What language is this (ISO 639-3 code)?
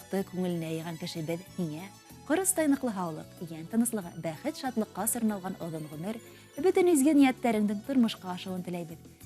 bak